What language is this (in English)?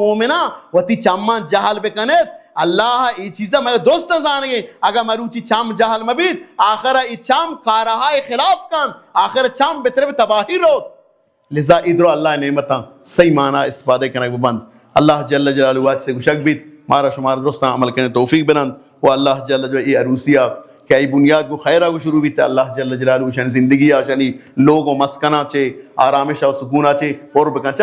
Baluchi